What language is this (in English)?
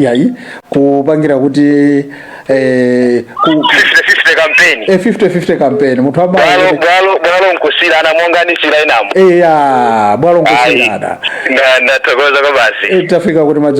Nyanja